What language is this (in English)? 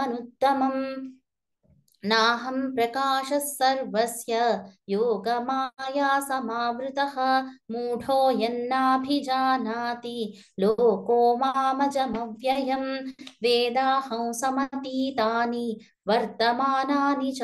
Sanskrit